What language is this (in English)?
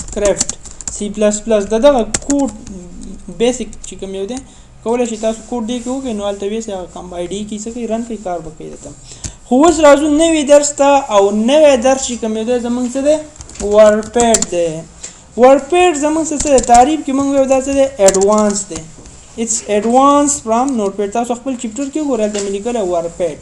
Pashto